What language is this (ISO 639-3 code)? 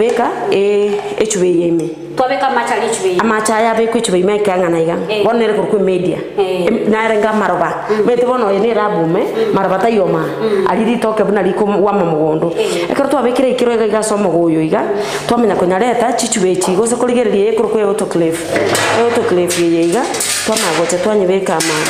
guz